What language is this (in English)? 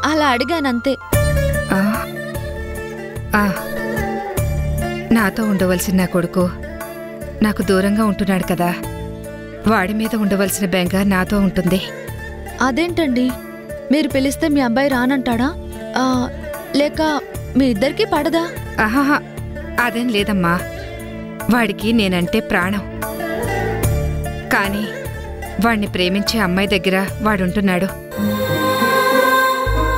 Telugu